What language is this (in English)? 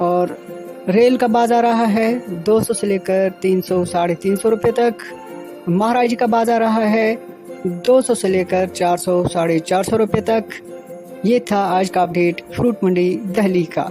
Kashmiri